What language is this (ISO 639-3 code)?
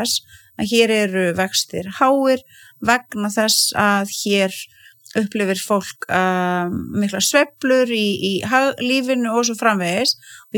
isl